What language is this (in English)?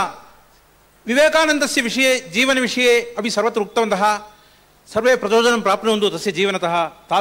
Sanskrit